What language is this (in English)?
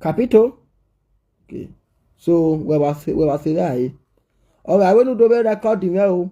Nigerian Pidgin